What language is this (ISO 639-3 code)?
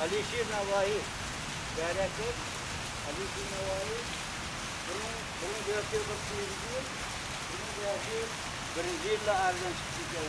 tuk